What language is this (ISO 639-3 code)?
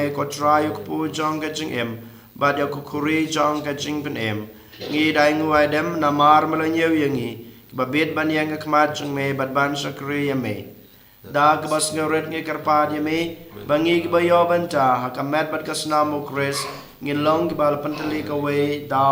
kha